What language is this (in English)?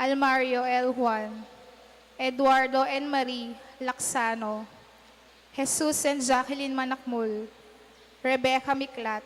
Pampanga